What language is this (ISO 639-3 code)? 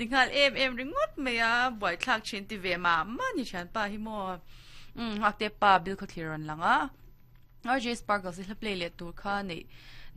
lus